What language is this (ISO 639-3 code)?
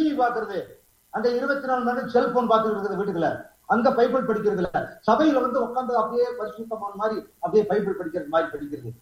tam